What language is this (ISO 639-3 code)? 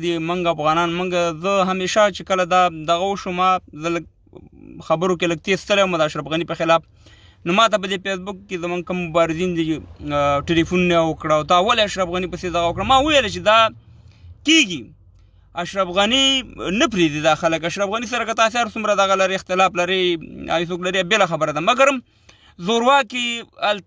pus